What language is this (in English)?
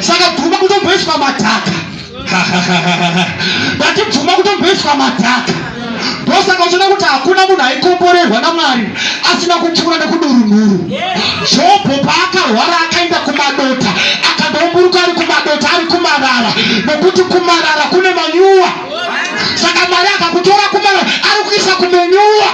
Shona